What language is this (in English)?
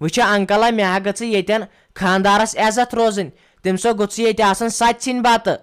Kashmiri